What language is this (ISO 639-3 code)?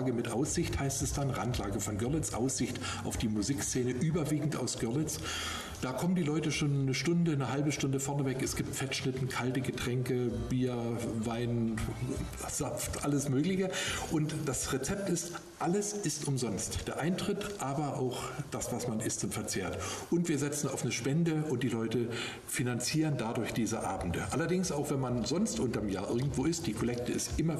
deu